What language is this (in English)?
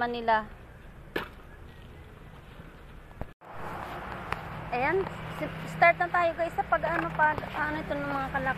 Filipino